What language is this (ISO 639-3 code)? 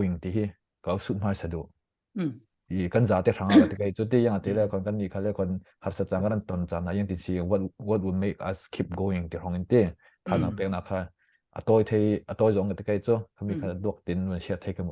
cfm